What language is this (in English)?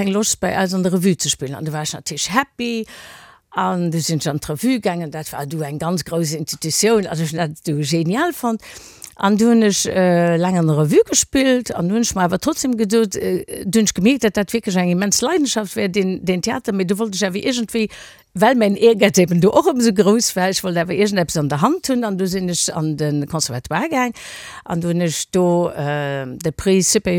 Luxembourgish